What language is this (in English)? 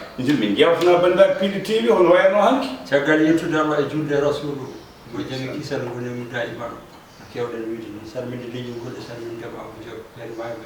Fula